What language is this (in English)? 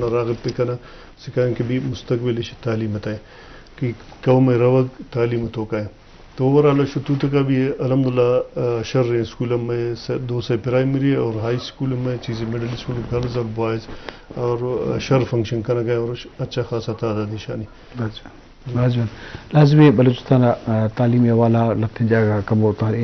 Eastern Balochi